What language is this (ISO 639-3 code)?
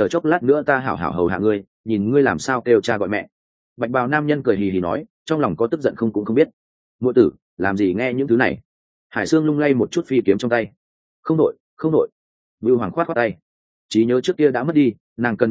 vie